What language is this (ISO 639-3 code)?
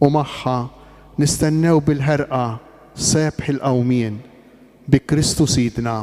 mlt